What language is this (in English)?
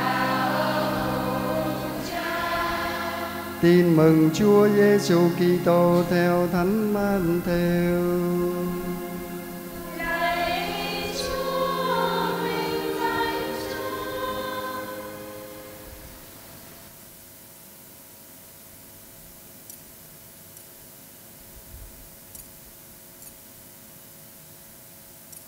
Vietnamese